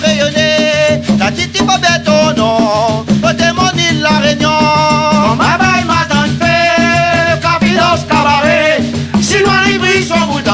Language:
Réunion Creole French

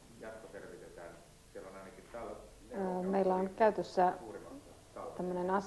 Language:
Finnish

